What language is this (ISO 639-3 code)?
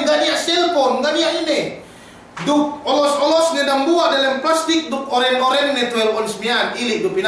yka